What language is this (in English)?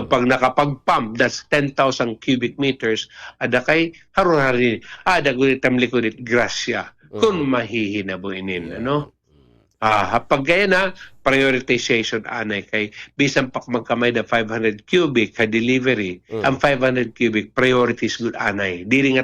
Waray